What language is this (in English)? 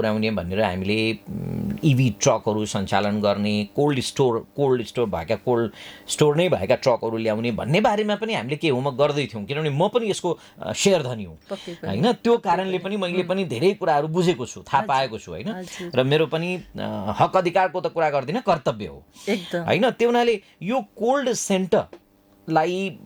Nepali